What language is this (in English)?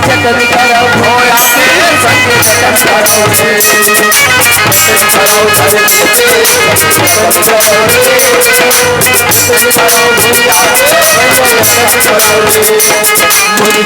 Chhattisgarhi